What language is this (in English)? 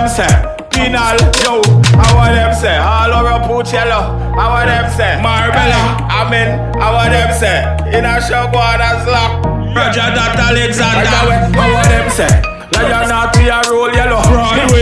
Jamaican Creole English